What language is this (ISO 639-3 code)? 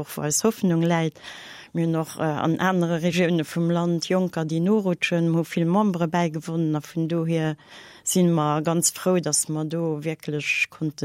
ltz